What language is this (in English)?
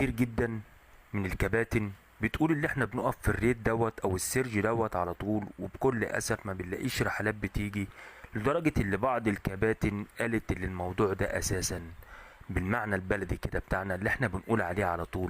Egyptian Arabic